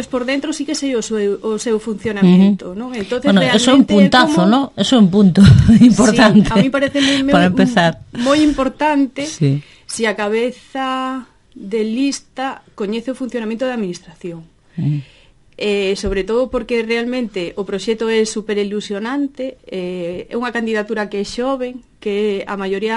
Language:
Galician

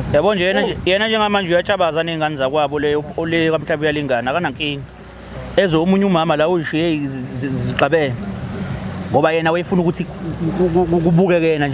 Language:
Zulu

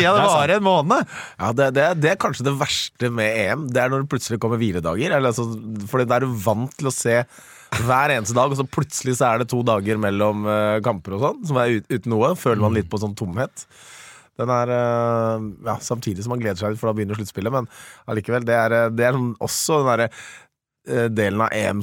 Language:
Norwegian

